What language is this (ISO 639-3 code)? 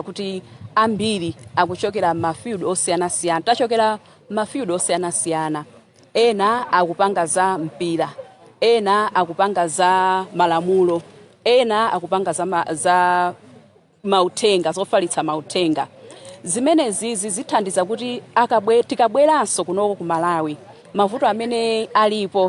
nya